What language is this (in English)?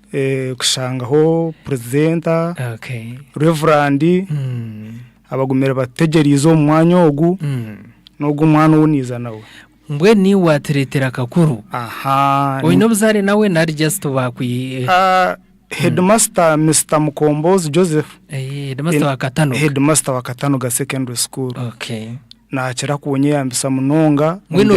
Nyankole